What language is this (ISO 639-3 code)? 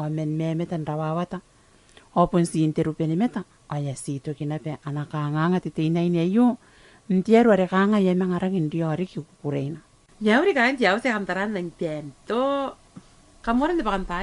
gil